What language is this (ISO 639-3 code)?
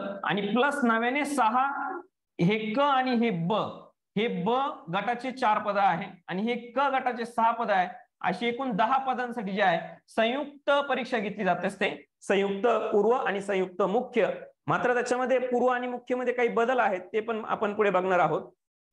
mar